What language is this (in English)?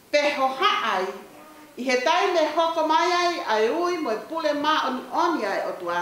Tongan